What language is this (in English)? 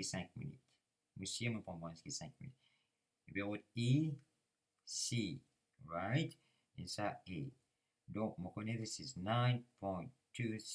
Morisyen